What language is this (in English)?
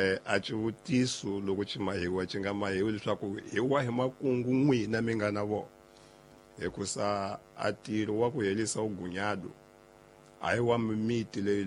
Tsonga